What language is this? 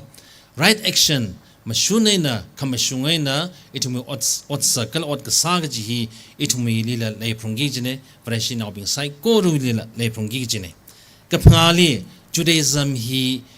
Tangkhul Naga (India)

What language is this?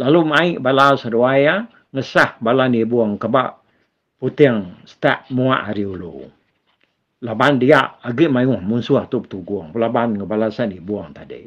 Iban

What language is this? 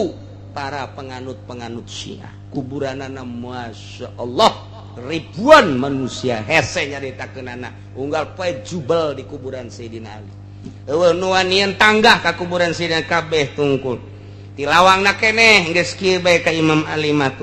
Sundanese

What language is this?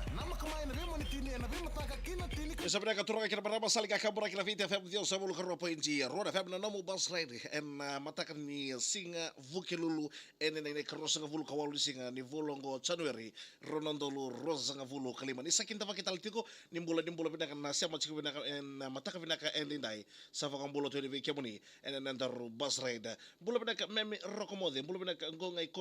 Fijian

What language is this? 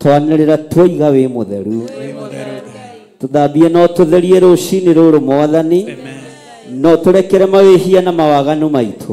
Kikuyu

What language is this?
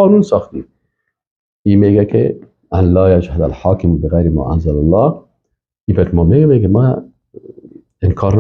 Persian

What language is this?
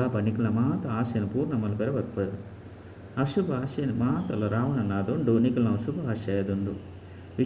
Tulu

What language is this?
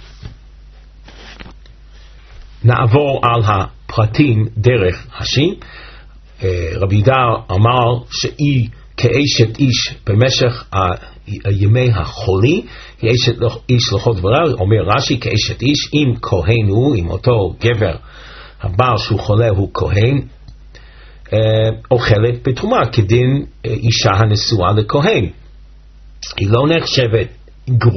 Hebrew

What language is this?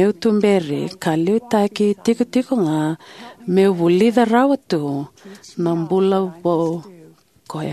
Fijian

